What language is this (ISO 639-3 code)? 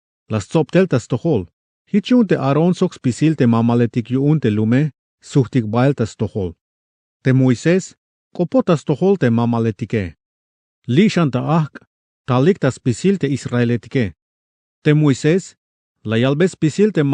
tzh